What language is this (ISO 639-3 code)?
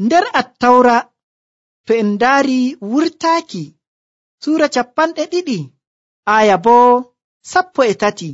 fuv